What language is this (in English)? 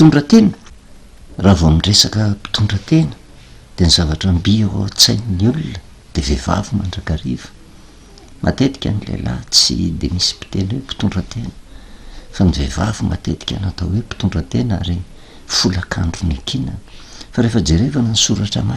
Malagasy